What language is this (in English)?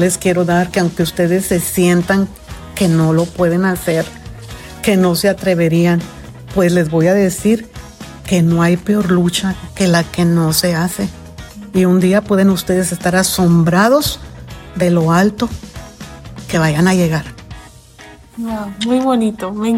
Spanish